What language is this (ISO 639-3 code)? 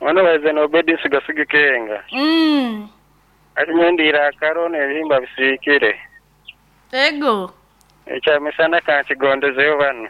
nyn